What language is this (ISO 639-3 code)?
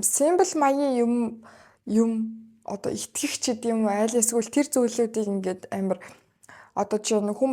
mon